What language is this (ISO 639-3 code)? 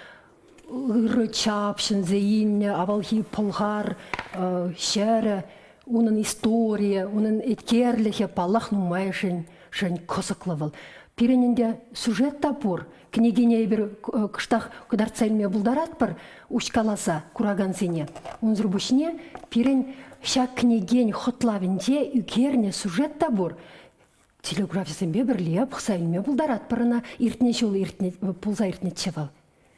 chv